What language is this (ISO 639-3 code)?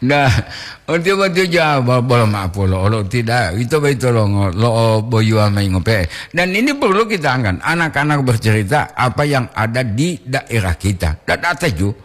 gor